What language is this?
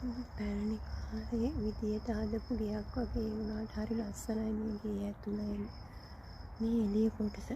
Sinhala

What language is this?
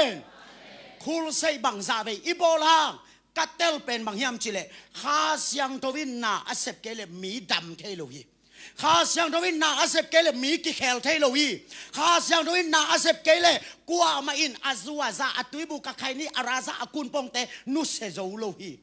Tedim Chin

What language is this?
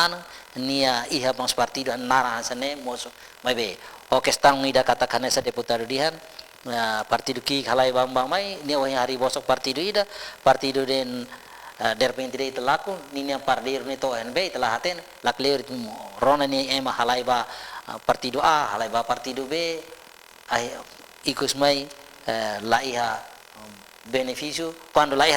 Tetum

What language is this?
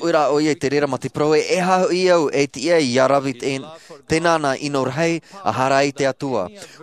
Tahitian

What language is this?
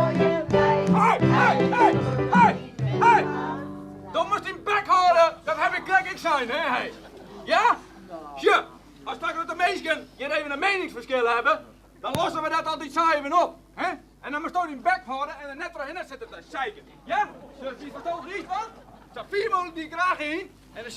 Western Frisian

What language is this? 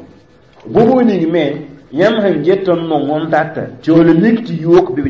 Mossi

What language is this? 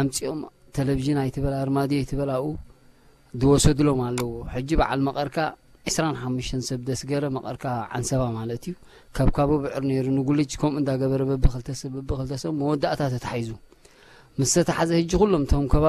Tigrinya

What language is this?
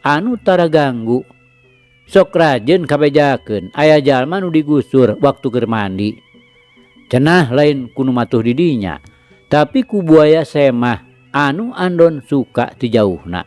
Sundanese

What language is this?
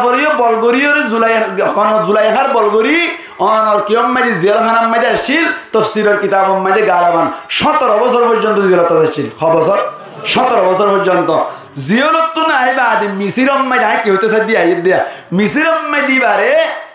Rohingya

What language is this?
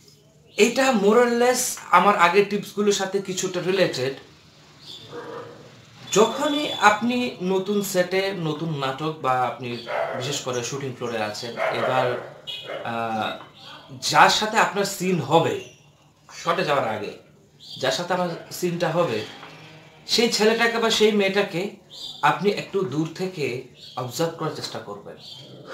Bangla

